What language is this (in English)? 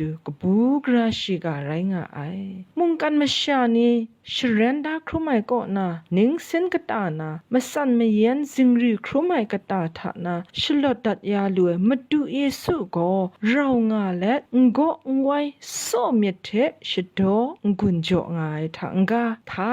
Kachin